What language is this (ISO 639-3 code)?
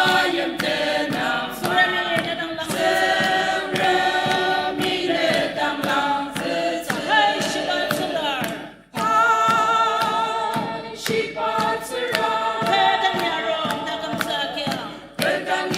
njo